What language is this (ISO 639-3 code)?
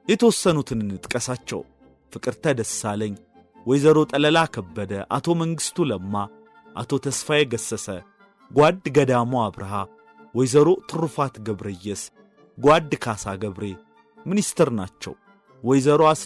amh